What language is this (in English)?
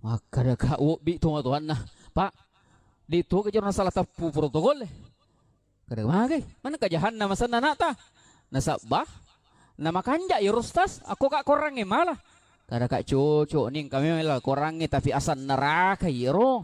Buginese